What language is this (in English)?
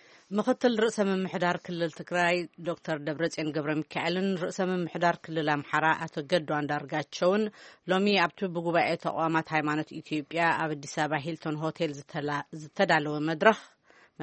Tigrinya